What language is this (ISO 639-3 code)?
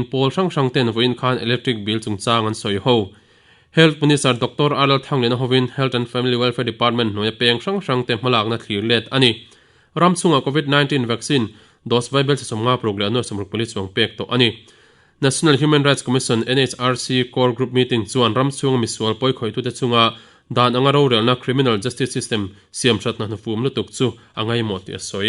lus